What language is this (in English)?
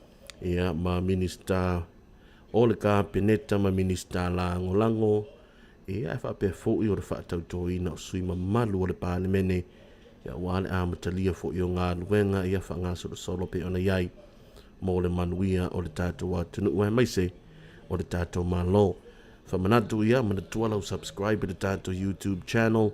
Samoan